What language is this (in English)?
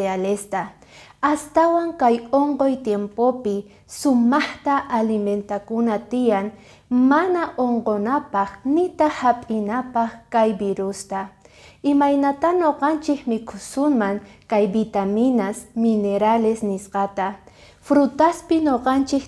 Quechua